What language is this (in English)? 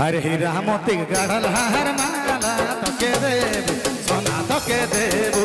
Sadri